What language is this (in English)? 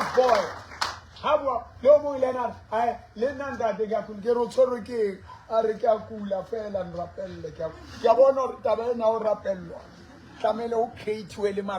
Southern Sotho